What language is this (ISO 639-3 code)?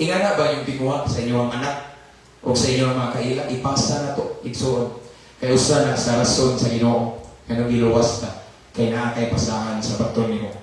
ceb